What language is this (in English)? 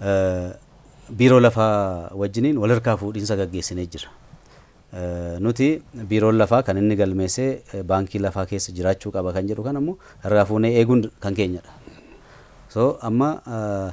Oromo